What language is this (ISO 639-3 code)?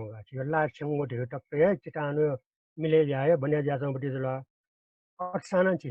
new